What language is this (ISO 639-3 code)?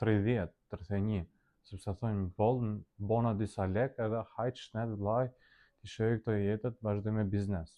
sqi